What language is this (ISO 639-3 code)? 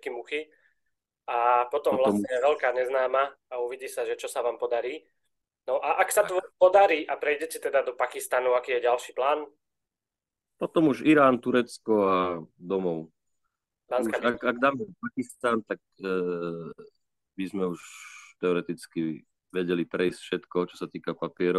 slk